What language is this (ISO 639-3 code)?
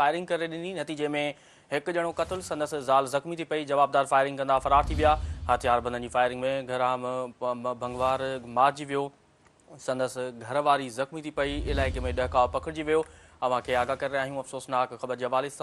snd